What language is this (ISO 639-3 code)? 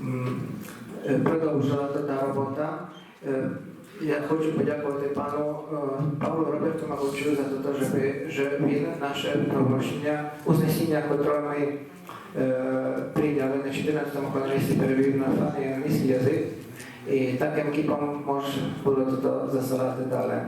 rue